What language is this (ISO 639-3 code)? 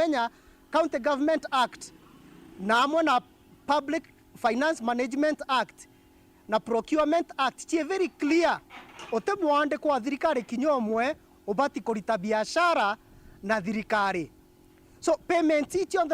mer